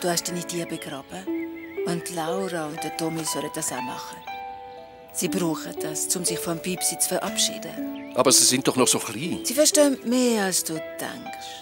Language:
Swiss German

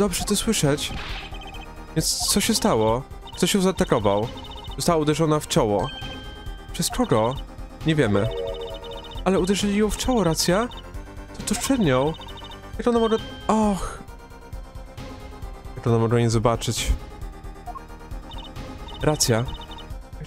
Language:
Polish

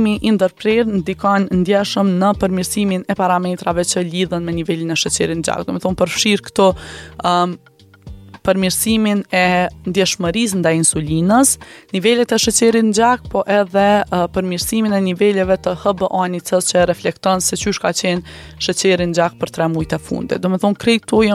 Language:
Albanian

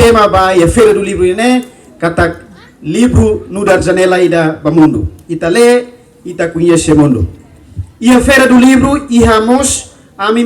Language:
Tetum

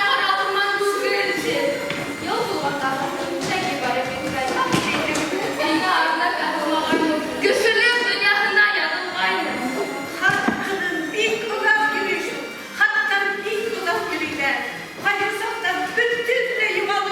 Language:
Bashkir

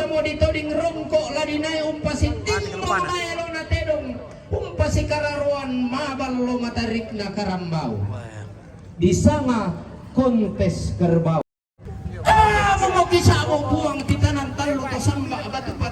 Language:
Toraja-Sa'dan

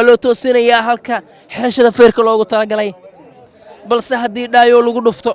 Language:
Somali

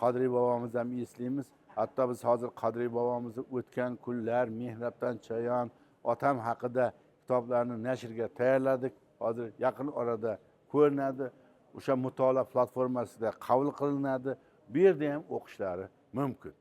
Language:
Uzbek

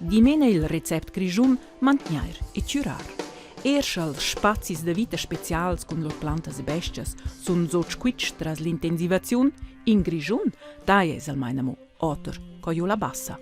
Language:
Romansh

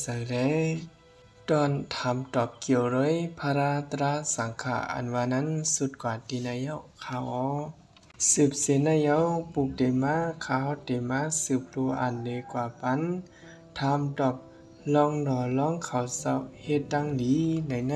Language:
Shan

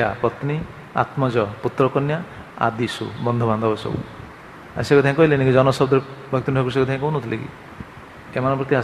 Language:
Odia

